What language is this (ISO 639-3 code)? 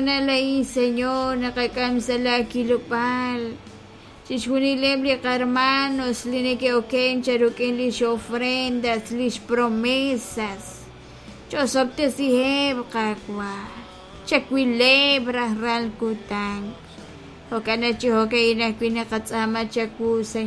kek